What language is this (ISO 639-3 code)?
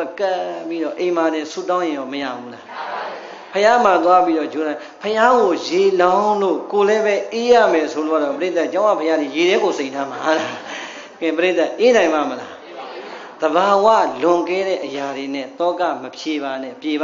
mya